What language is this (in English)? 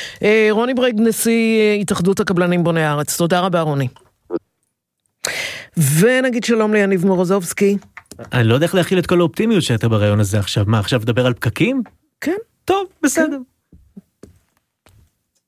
Hebrew